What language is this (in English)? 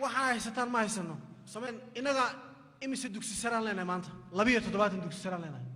Somali